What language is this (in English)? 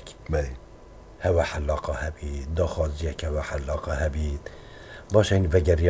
Persian